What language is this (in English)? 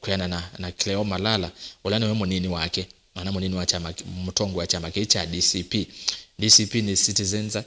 Kamba